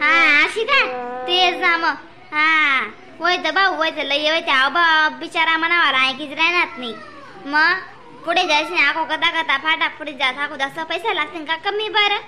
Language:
Khandesi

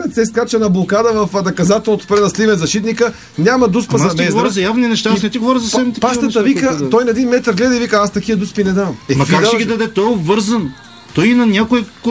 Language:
Bulgarian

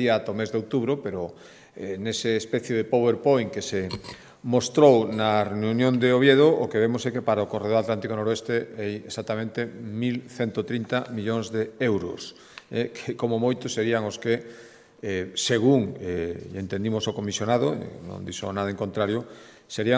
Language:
Galician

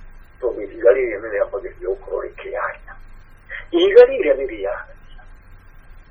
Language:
Kikuyu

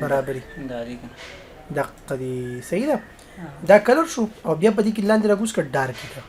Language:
Pashto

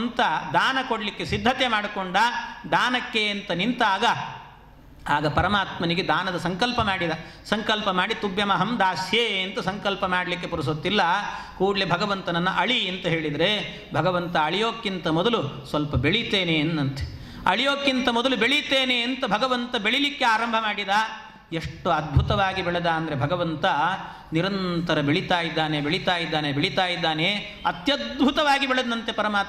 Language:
Kannada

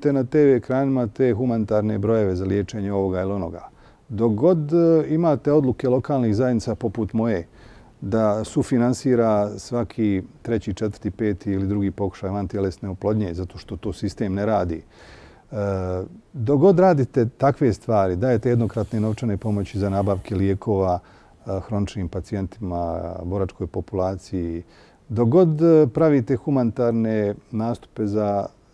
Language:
Bosnian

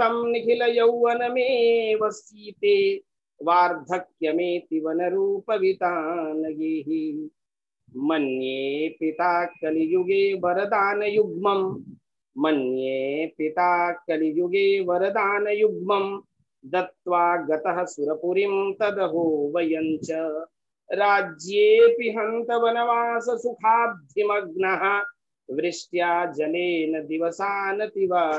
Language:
Sanskrit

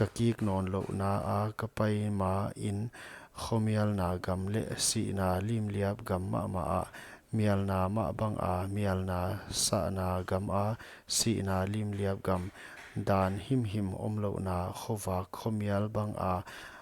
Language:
Paite Chin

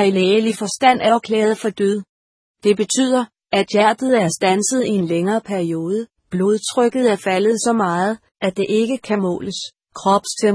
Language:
Danish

